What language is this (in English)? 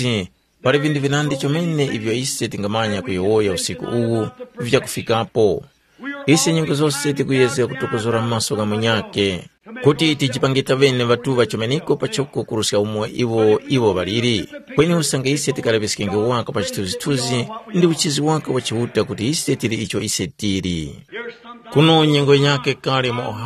Tumbuka